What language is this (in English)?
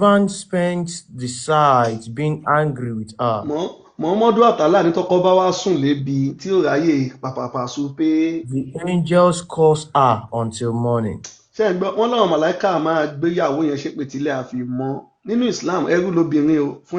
Yoruba